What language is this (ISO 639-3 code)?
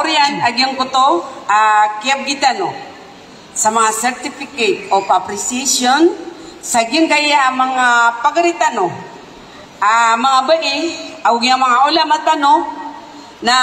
mrw